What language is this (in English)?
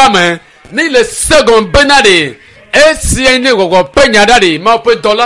Ewe